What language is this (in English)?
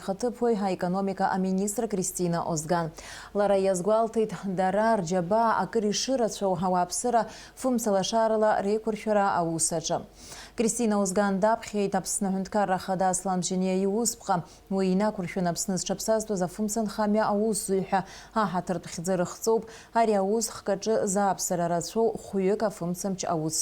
Abkhazian